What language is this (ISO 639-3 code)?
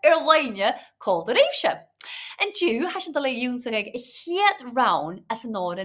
gla